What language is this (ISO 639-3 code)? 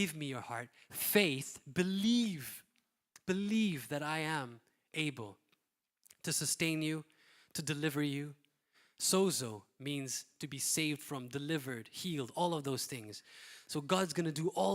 eng